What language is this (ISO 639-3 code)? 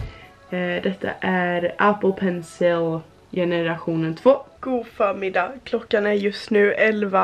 swe